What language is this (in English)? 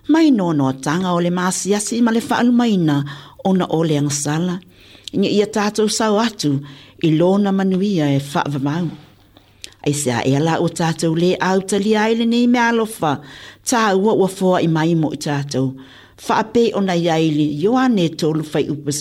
Samoan